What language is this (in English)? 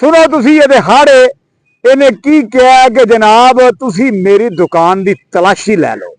Western Panjabi